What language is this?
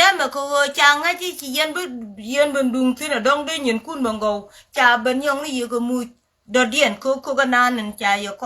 Nuer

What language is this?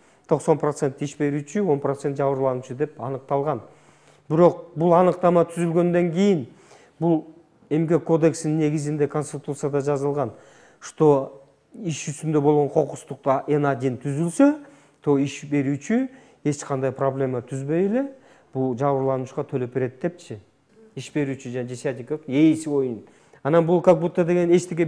Kyrgyz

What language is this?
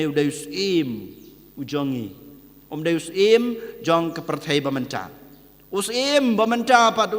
Khasi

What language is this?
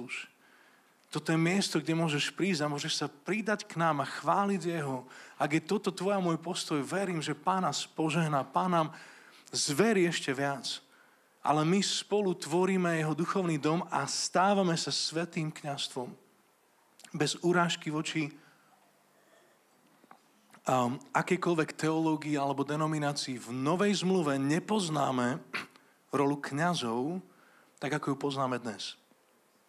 Slovak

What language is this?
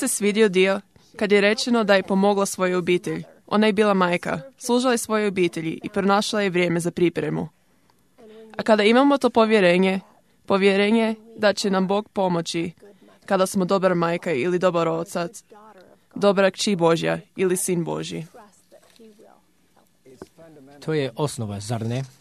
Croatian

